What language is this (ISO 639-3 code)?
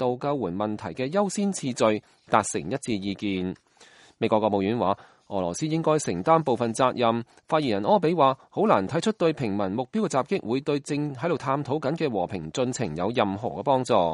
yue